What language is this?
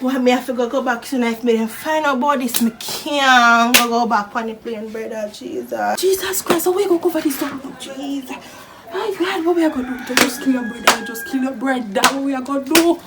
Jamaican Creole English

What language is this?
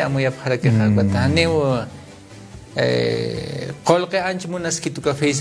Aymara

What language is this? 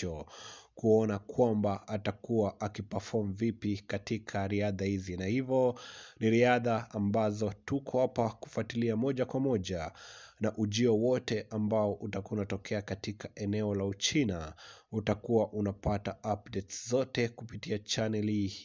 Swahili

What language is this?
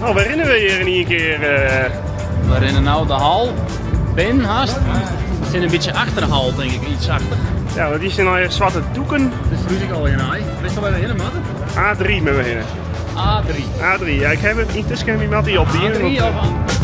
Western Frisian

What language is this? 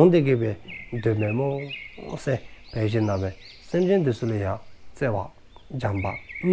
Dzongkha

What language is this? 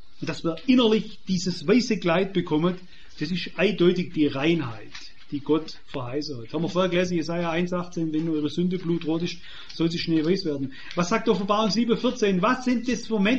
German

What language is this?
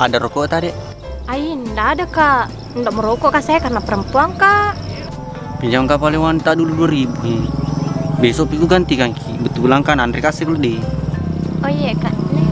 Buginese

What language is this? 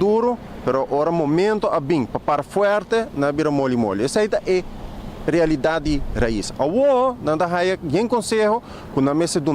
Papiamento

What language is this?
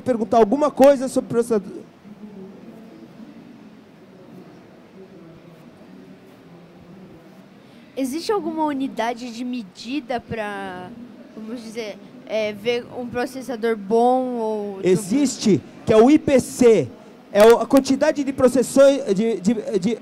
Portuguese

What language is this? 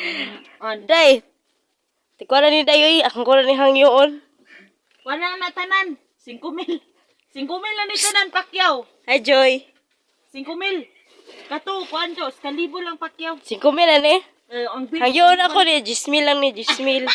Cebuano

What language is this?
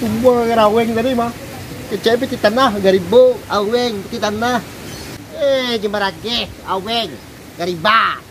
Minangkabau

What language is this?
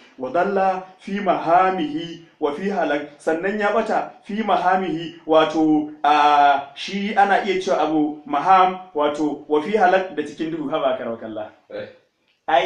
Hausa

